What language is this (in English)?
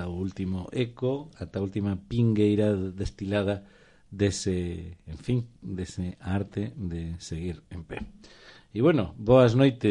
Galician